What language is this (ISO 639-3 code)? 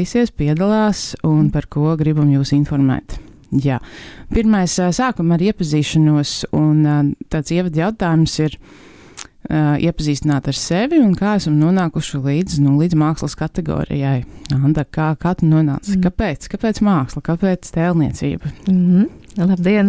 lav